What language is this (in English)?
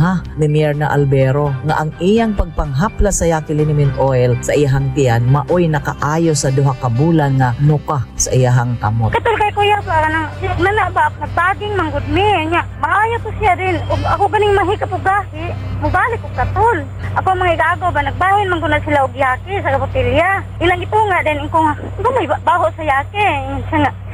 Cebuano